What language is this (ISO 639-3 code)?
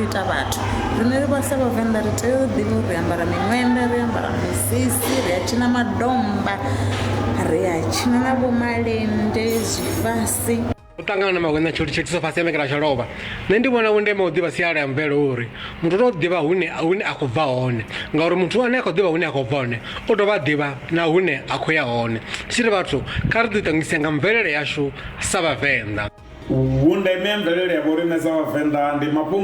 ven